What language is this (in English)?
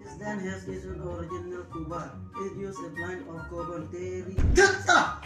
Karbi